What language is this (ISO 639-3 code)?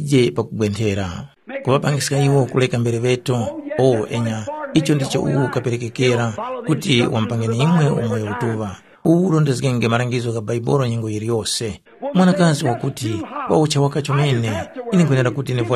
tum